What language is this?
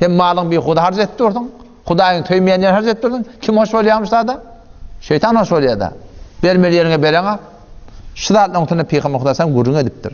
Turkmen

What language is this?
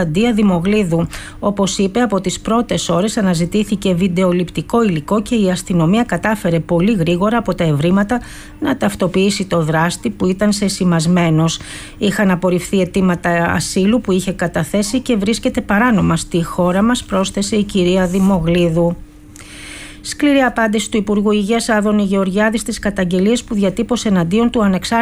Greek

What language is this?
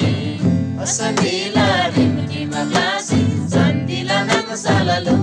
Eastern Tamang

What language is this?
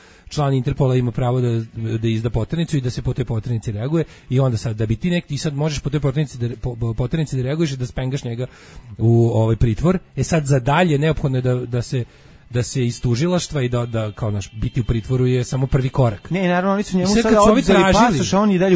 Serbian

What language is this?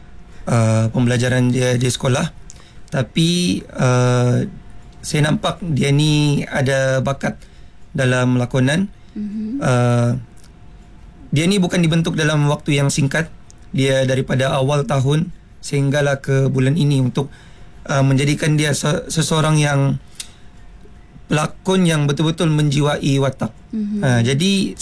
Malay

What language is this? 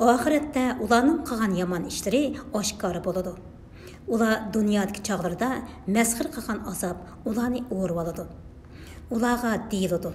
Uyghur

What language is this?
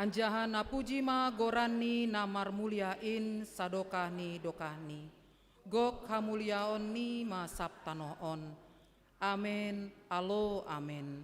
Batak Simalungun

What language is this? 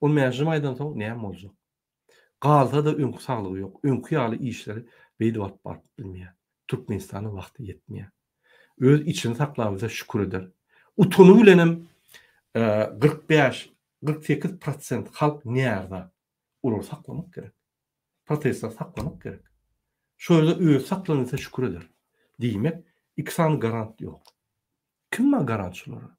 Turkmen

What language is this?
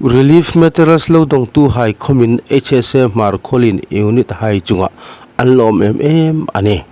Hmar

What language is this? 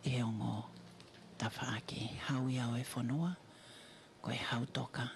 Tongan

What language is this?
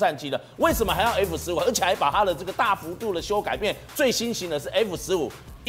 Chinese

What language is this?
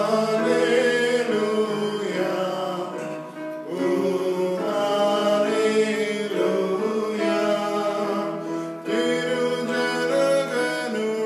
Malayalam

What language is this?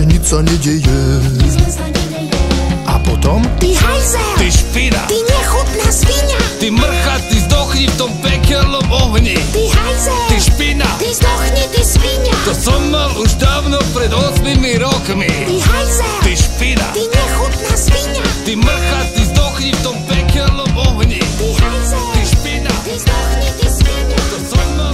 Slovak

